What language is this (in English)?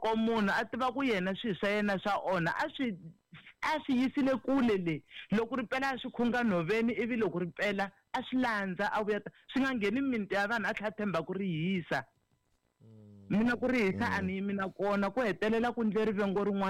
Tsonga